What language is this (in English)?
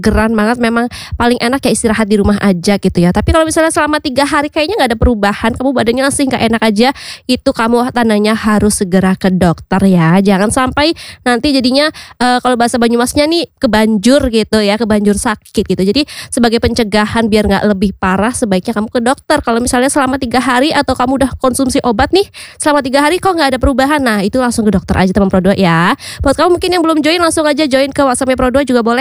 Indonesian